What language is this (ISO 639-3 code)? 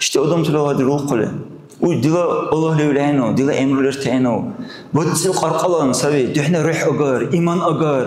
dar